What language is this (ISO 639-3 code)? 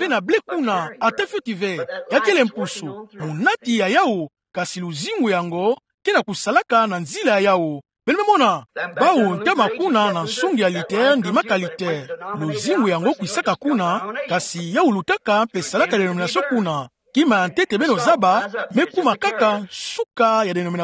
ktu